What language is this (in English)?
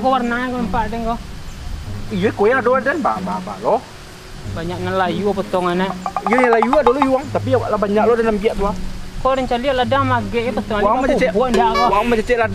Minangkabau